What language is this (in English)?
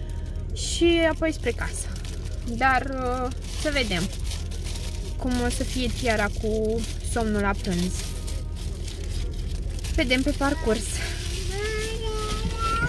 Romanian